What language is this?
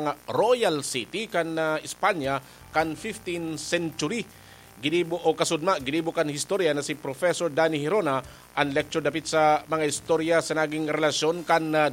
Bikol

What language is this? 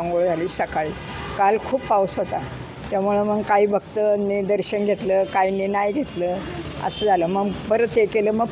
Marathi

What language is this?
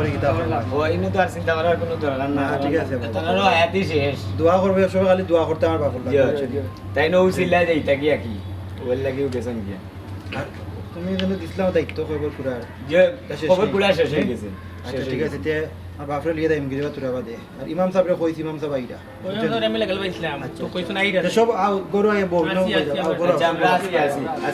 Sylheti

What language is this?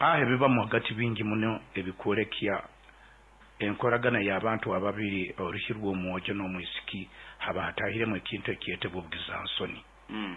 Nyoro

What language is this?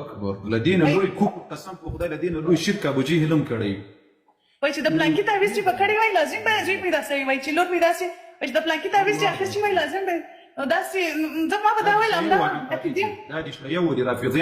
Pashto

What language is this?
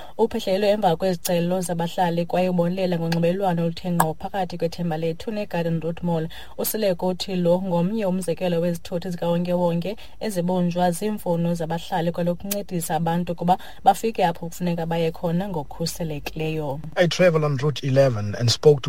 Xhosa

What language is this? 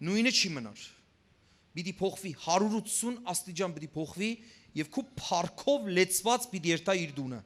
Western Armenian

